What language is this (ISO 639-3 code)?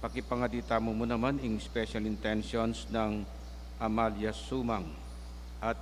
pam